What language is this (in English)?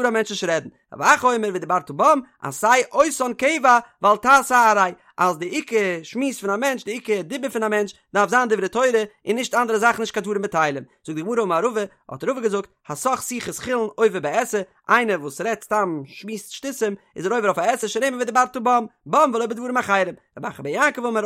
Yiddish